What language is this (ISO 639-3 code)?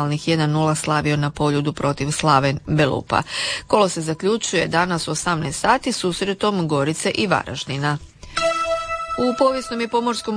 hrv